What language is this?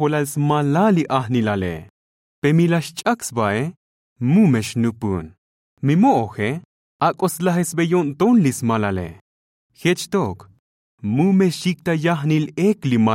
Tzotzil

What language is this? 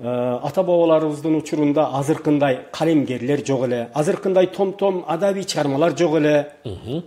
Kyrgyz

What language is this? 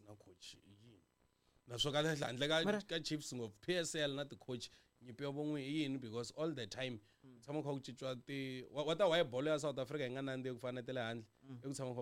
Tsonga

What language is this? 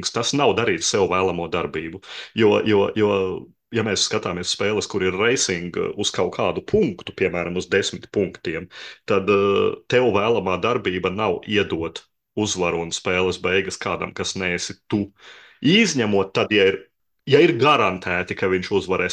Latvian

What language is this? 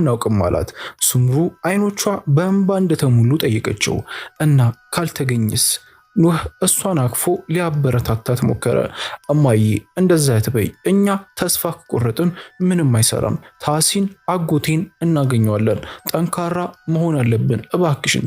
Amharic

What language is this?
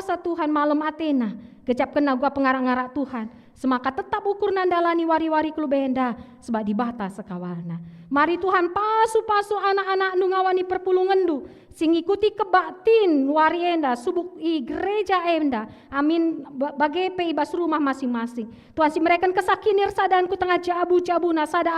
Batak Karo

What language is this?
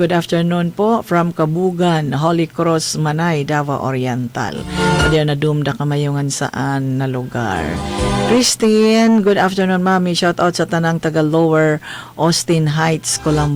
Cebuano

